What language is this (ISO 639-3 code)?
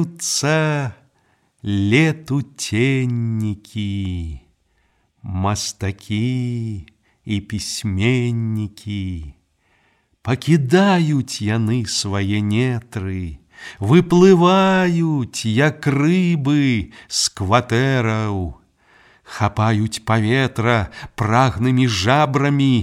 bel